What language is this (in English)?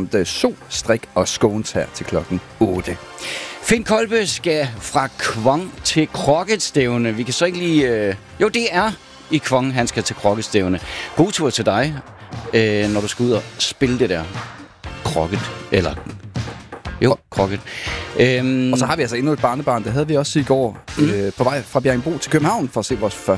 Danish